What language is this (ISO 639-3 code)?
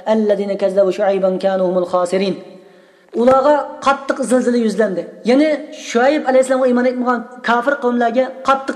uig